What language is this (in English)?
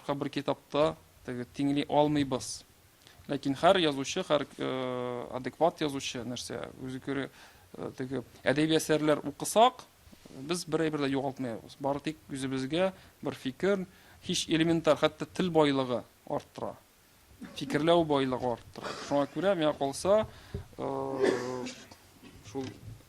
Tatar